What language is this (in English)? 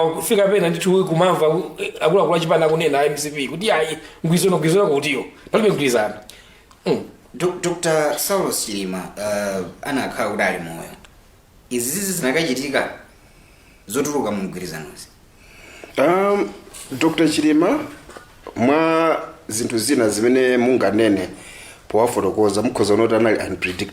Nyanja